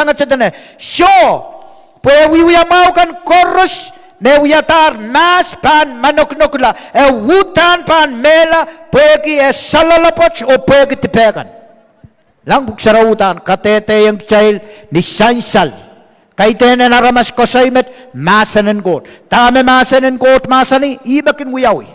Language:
Pohnpeian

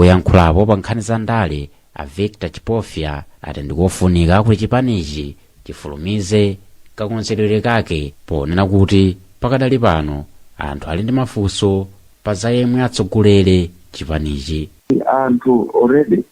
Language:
Nyanja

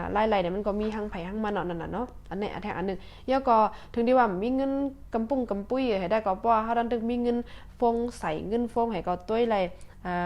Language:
Shan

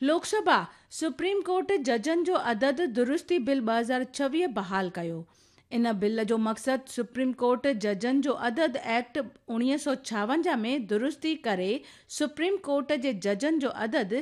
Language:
Sindhi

